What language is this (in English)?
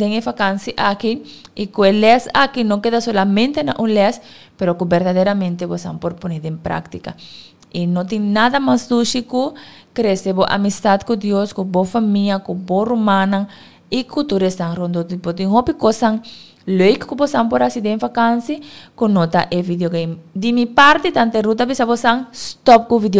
Papiamento